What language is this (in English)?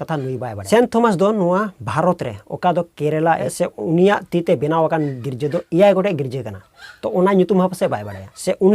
Santali